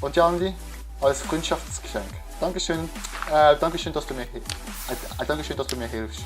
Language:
Swiss German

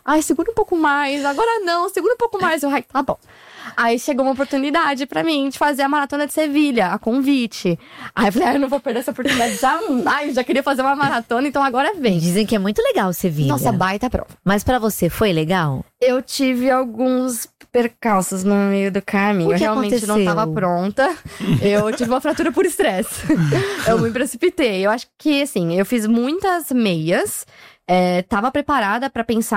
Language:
Portuguese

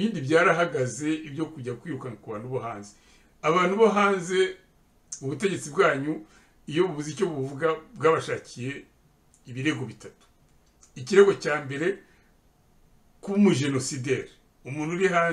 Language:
Kinyarwanda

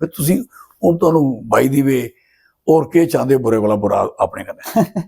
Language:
Dogri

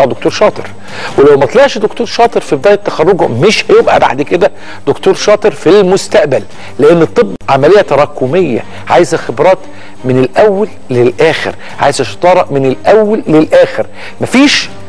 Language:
Egyptian Arabic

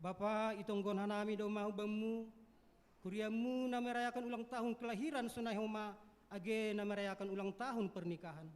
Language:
Batak Simalungun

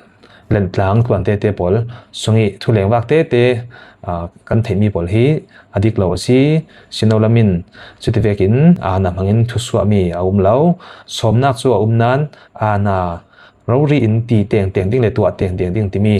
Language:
Falam Chin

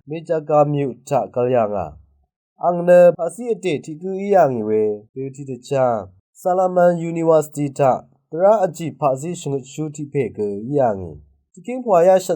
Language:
Rawang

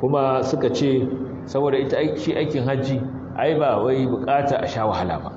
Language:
Hausa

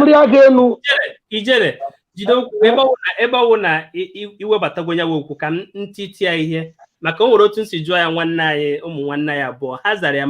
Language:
Igbo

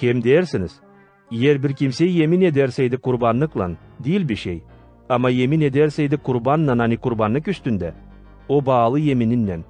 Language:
Gagauz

